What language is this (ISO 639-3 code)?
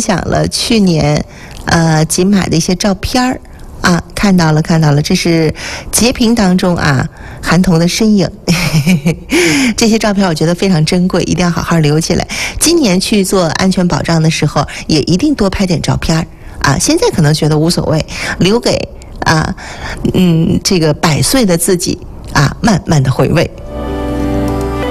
zho